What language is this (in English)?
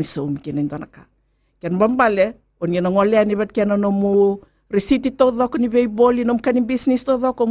Fijian